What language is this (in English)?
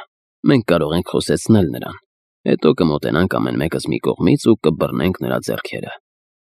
Armenian